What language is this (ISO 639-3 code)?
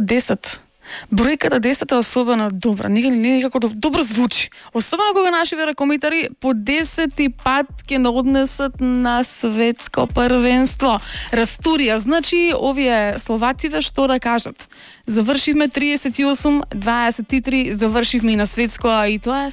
mkd